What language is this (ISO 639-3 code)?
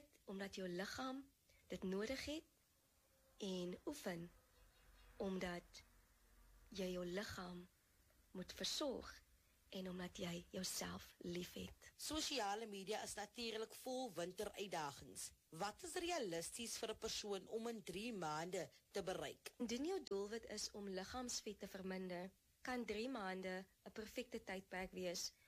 afr